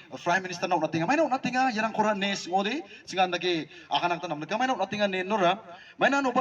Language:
Garo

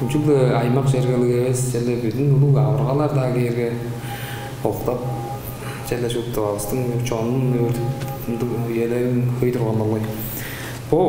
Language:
Tuvinian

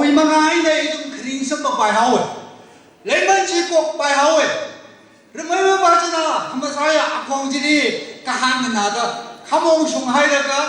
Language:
Tangkhul Naga (India)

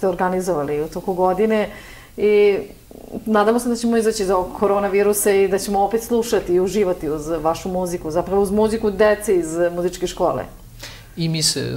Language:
Serbian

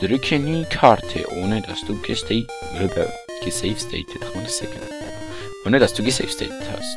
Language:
Swiss German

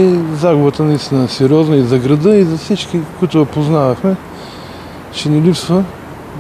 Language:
Bulgarian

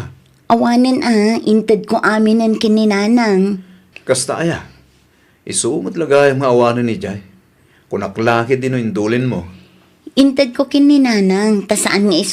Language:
Iloko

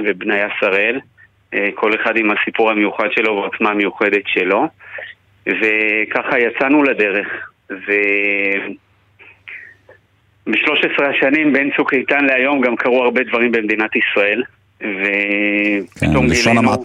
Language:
Hebrew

